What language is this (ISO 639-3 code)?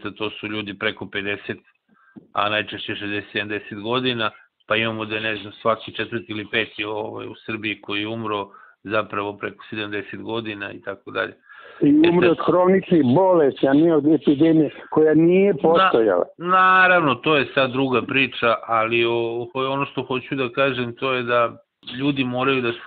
srp